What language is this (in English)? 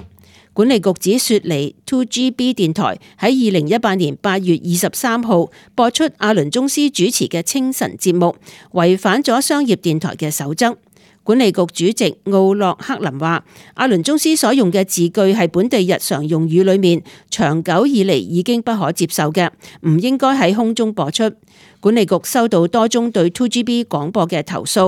Cantonese